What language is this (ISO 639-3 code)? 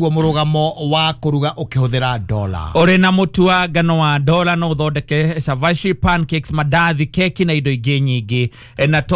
kik